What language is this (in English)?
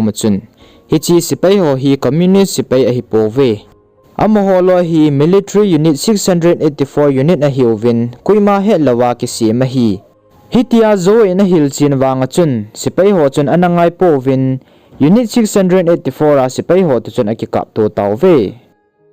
Thado Chin